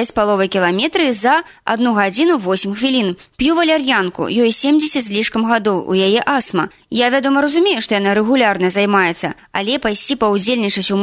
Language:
Belarusian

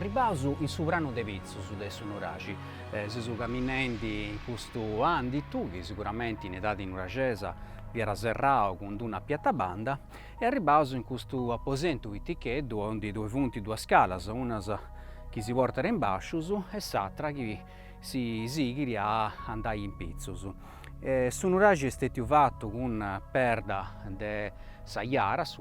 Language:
Sardinian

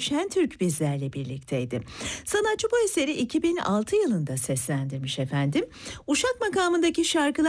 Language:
Turkish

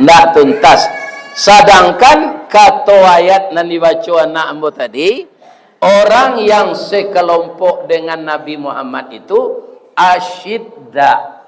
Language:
Minangkabau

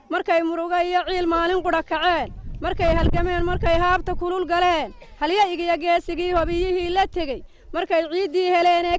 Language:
Somali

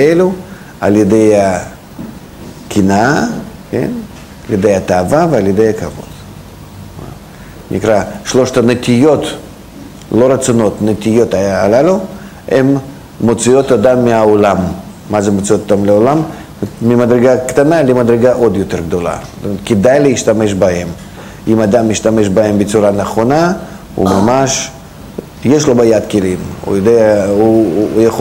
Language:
Hebrew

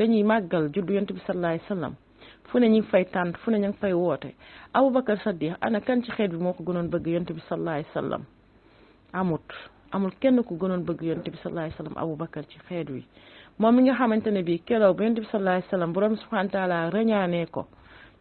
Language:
Wolof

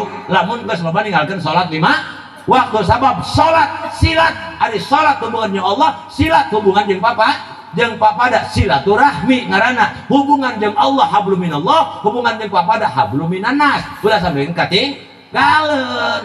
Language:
Sundanese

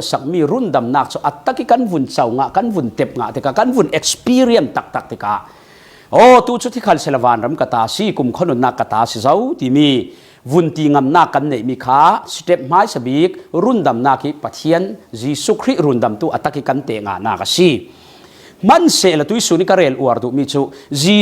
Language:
Falam Chin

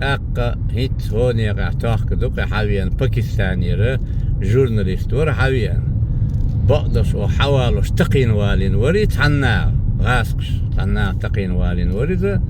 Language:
Chechen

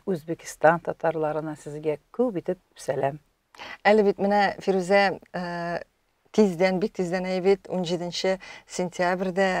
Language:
Tatar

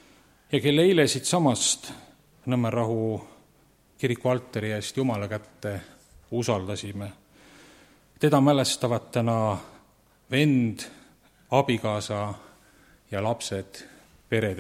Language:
Estonian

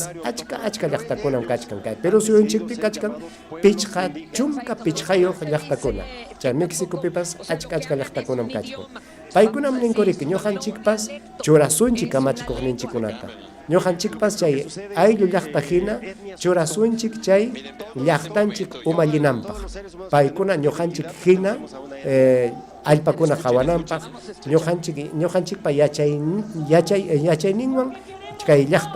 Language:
Ayacucho Quechua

